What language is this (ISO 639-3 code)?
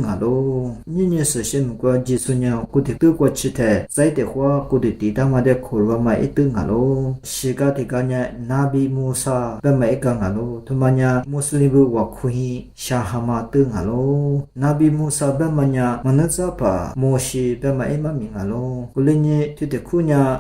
lis